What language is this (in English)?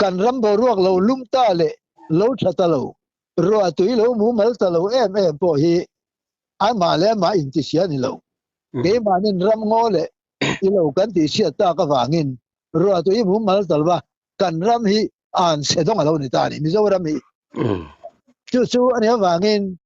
Mizo